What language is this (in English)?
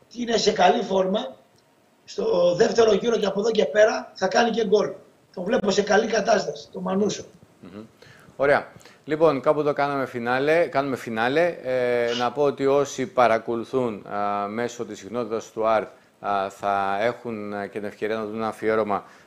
Greek